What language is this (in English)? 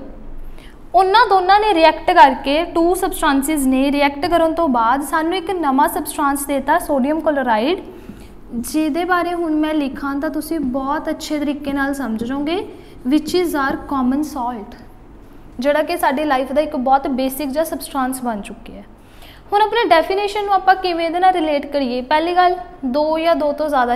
Punjabi